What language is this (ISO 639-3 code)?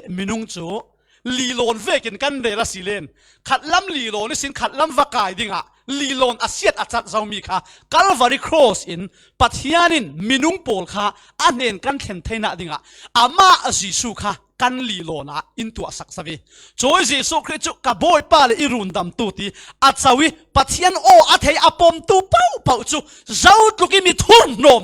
cfm